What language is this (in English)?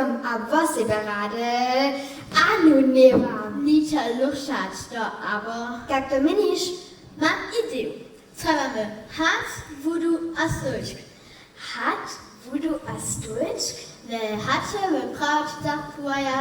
Upper Sorbian